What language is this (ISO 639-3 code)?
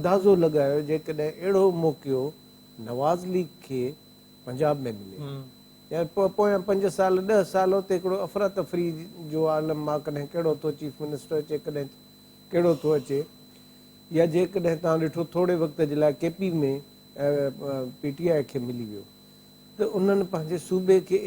snd